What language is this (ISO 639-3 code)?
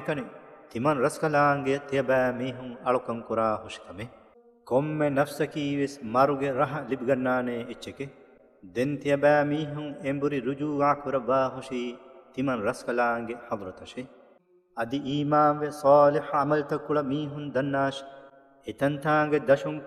div